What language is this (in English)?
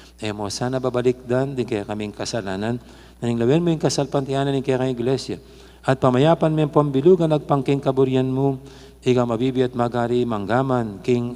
Pampanga